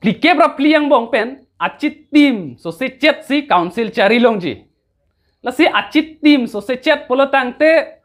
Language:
Karbi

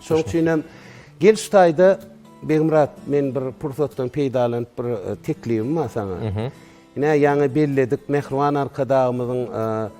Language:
Turkmen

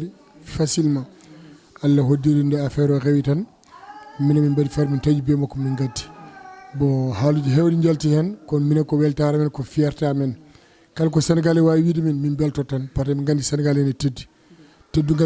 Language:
Fula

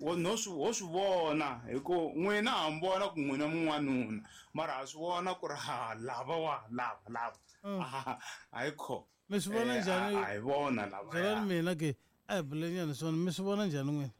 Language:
Tsonga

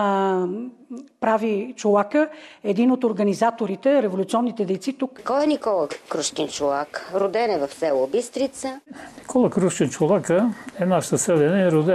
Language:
Bulgarian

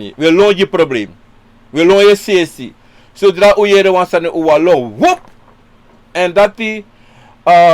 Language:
Sranan Tongo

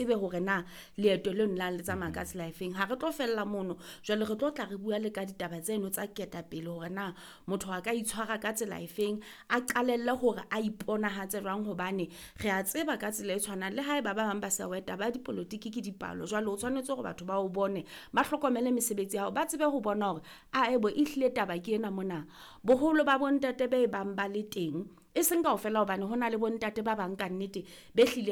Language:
Southern Sotho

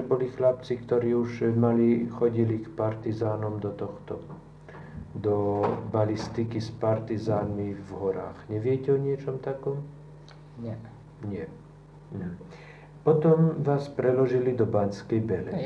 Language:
Slovak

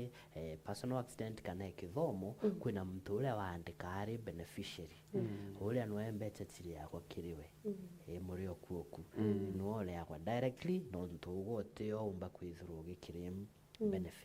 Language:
Meru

